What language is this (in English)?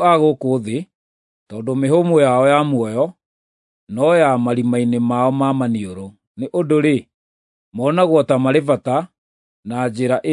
Kikuyu